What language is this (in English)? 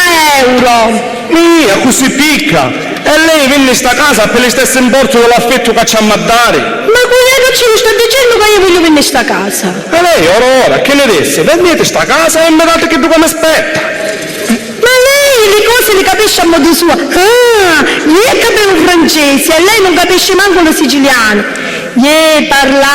Sicilian